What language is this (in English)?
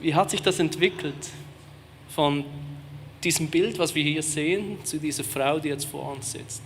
Swiss German